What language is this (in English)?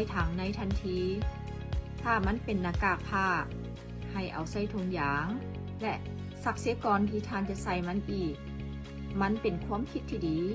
Lao